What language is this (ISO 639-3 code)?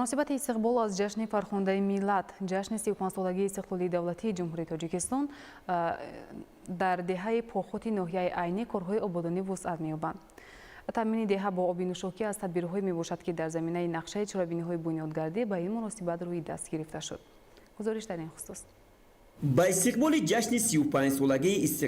tgk